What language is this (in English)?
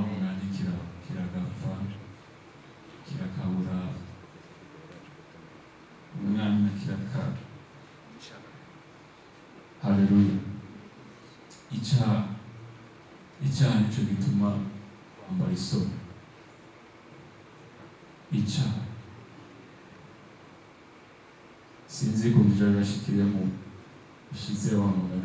Kinyarwanda